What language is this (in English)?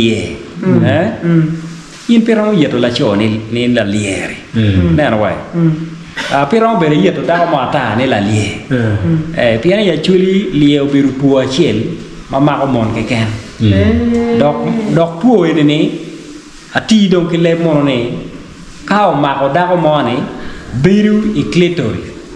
Acoli